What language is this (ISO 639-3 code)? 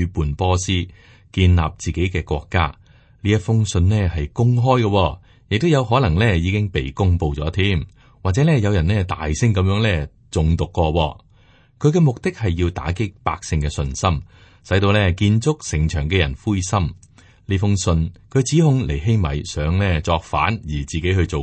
yue